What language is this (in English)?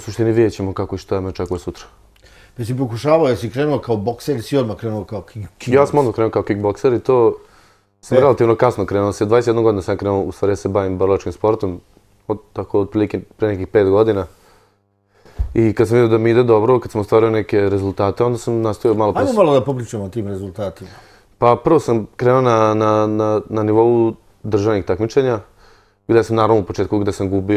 Serbian